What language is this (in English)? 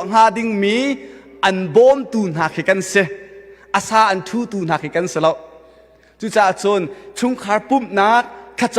Hakha Chin